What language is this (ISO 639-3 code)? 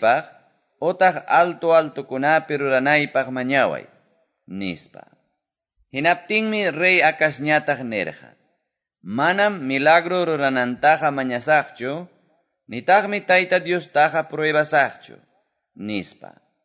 que